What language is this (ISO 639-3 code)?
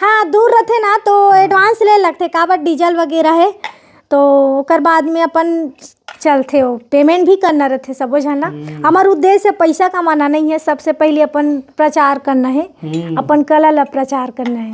hne